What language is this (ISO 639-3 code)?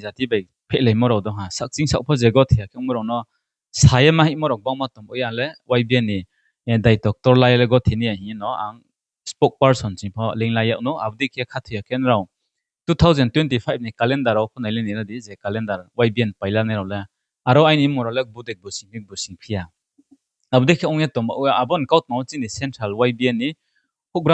ria